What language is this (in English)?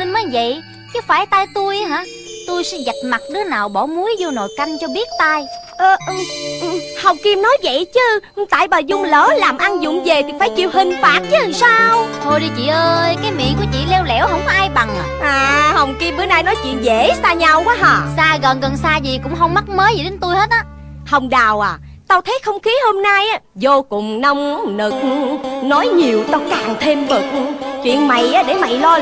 Vietnamese